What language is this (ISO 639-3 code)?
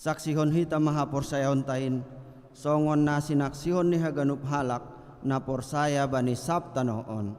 bts